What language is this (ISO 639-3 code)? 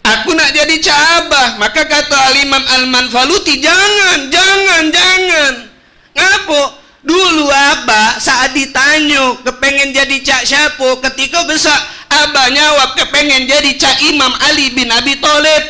mui